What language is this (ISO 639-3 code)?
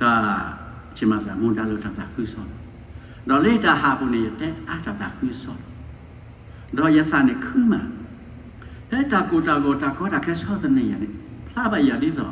ksw